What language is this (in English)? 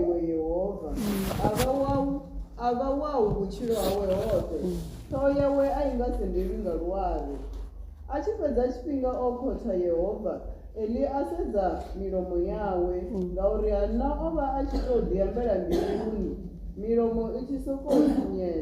Venda